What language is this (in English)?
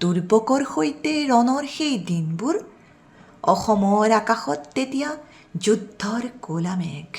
Assamese